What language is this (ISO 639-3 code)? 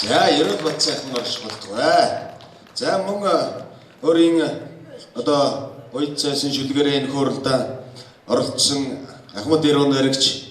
mon